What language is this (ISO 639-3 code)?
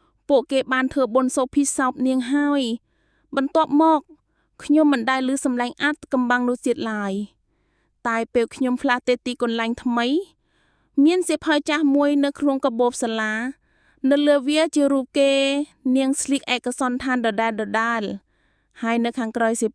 khm